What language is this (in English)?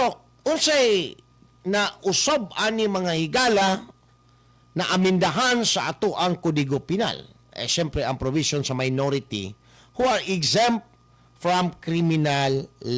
Cebuano